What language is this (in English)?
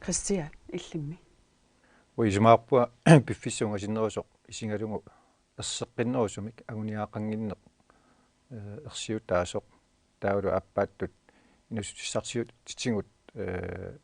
Kalaallisut